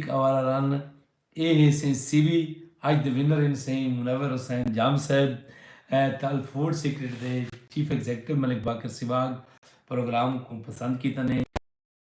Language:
Saraiki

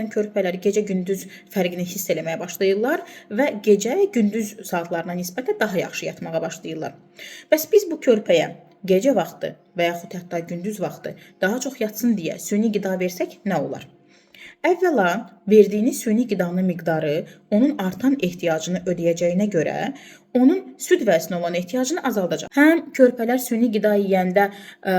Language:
Azerbaijani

